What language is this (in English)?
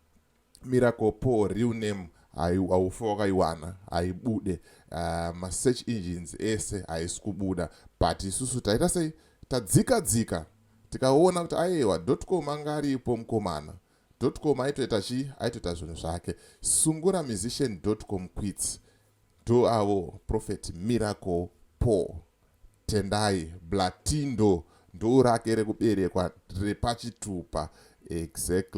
Shona